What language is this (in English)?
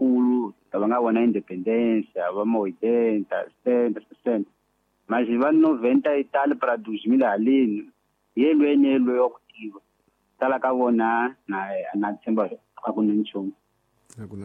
Tsonga